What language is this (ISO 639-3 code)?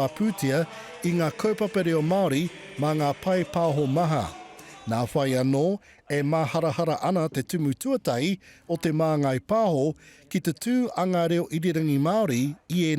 mri